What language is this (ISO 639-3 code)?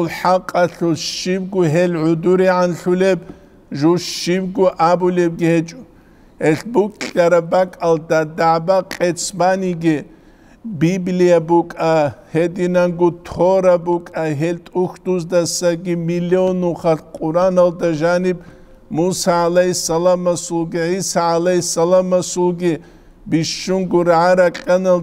ava